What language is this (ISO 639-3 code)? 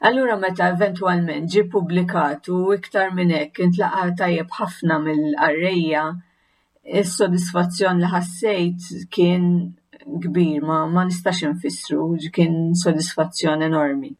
mlt